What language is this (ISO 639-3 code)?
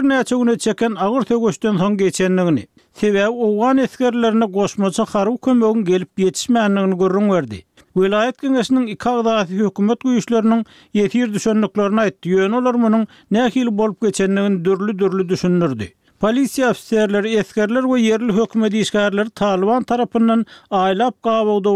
tuk